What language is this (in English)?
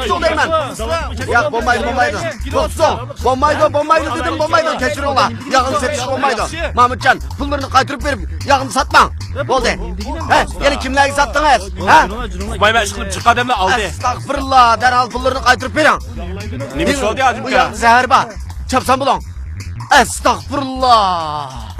Uyghur